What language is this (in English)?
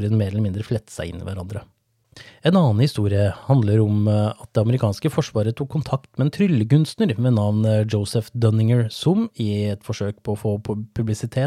Norwegian